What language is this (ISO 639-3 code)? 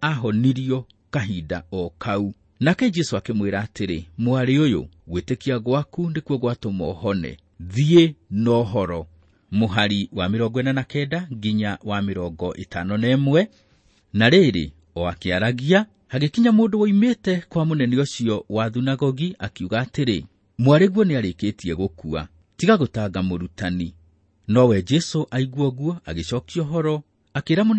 kik